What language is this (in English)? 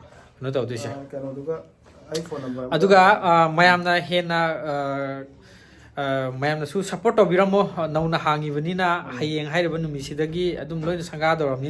Manipuri